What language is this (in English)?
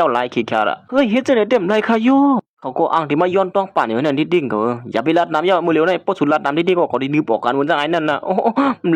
Shan